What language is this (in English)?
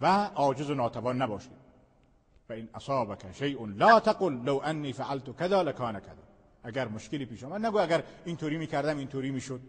Persian